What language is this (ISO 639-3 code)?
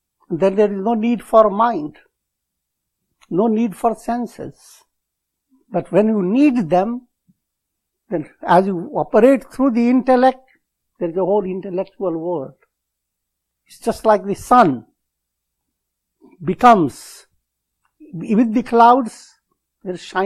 eng